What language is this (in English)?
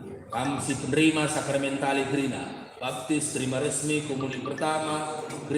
Batak Karo